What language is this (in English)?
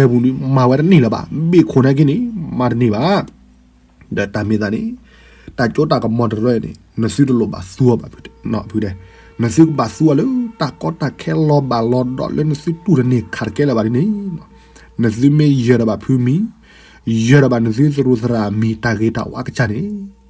S'gaw Karen